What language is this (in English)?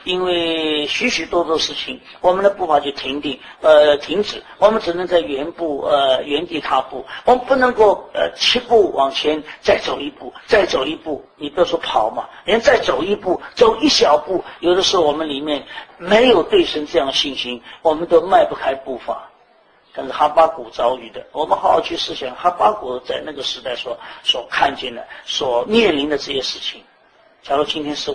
Chinese